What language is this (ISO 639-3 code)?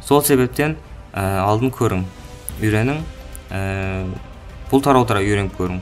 kaa